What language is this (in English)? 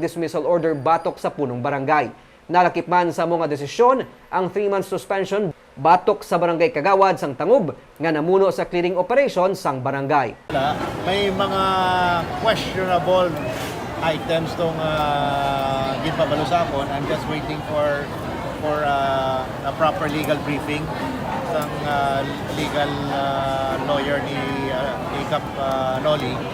Hiligaynon